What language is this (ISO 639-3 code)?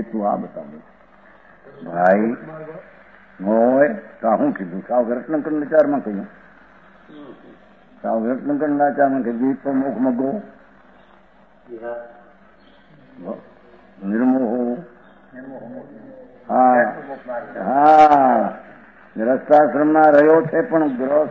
guj